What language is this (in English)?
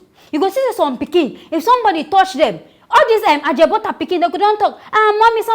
Nigerian Pidgin